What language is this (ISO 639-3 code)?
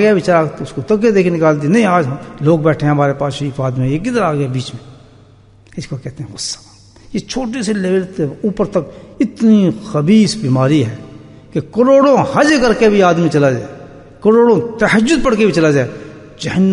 urd